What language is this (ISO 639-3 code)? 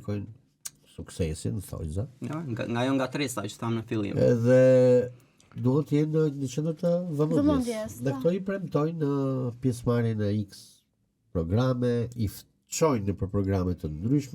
sqi